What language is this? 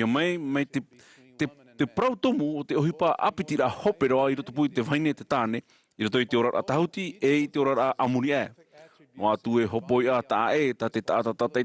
Tahitian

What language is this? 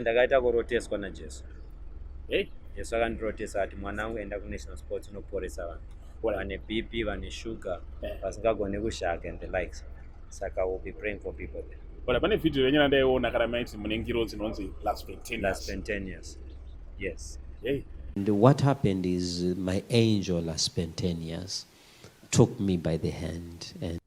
Shona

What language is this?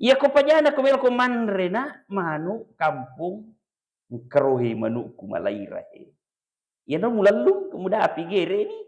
Buginese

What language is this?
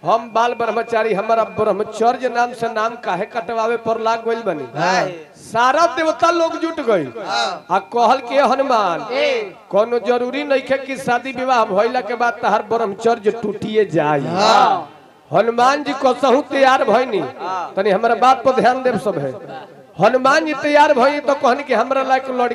Bhojpuri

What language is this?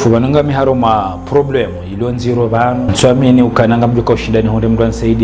Ngazidja Comorian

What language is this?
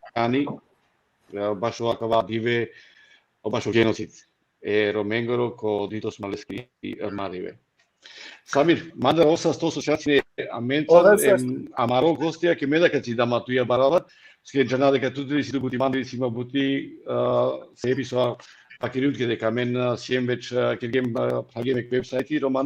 Balkan Romani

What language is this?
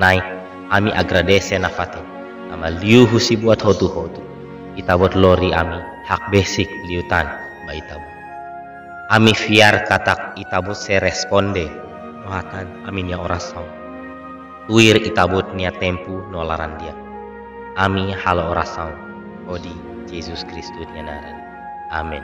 Tetum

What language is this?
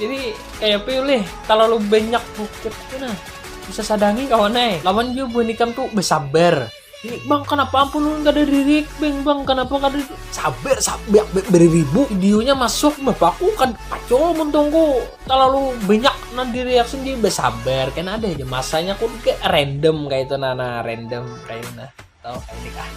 Banjar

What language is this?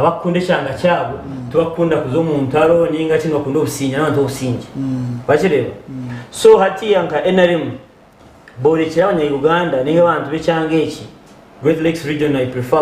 Nyankole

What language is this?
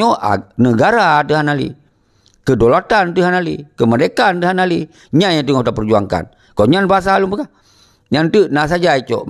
Achinese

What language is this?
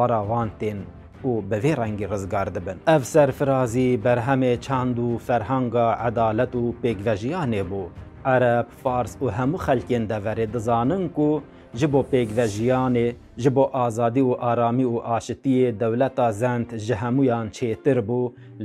Kurdish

